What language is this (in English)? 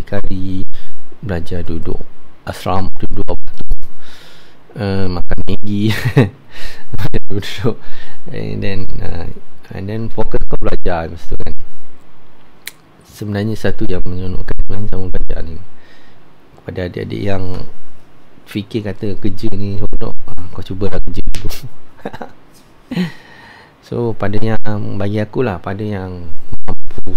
Malay